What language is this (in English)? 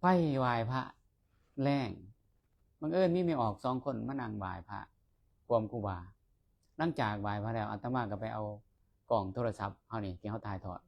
Lao